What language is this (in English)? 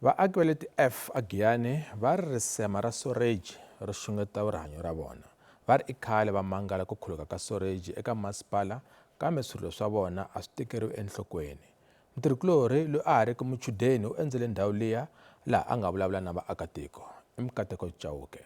Tsonga